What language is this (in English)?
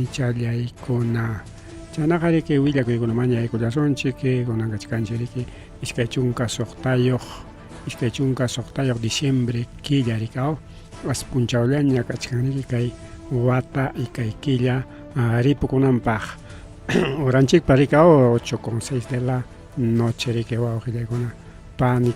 Ayacucho Quechua